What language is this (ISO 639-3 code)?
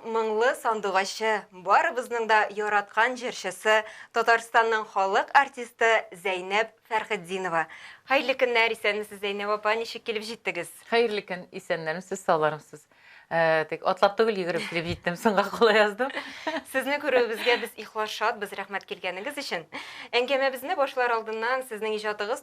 tat